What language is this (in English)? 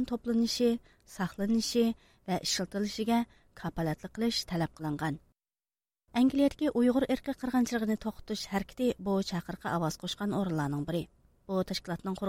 Uyghur